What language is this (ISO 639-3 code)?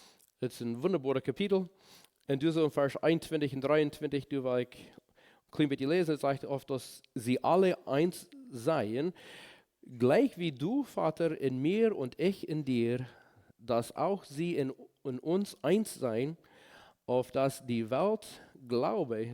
pdt